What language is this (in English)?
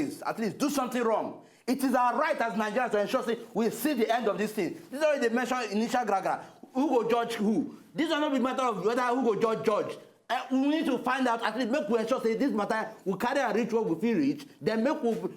Nigerian Pidgin